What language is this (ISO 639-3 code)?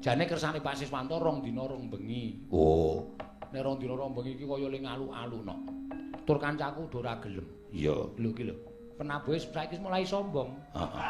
jav